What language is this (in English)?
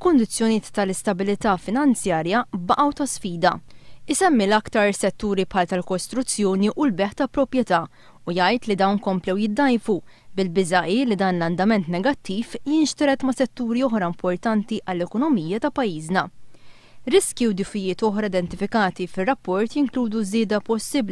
Maltese